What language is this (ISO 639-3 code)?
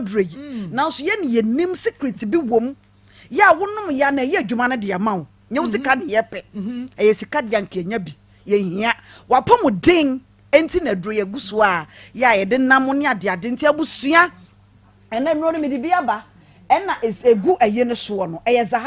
aka